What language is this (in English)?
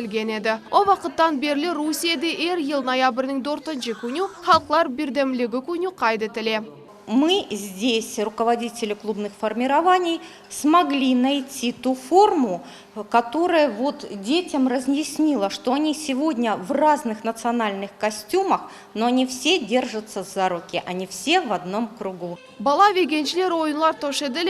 Crimean Tatar